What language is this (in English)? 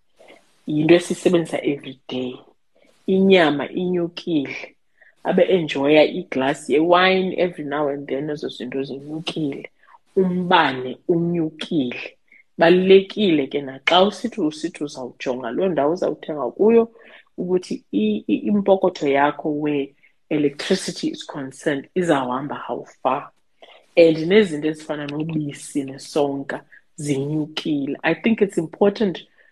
Xhosa